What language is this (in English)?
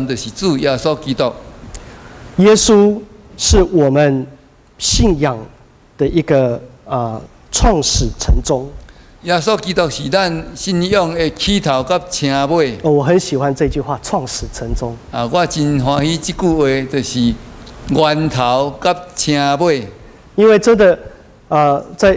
Min Nan Chinese